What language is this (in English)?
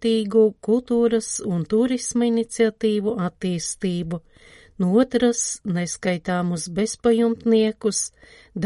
Latvian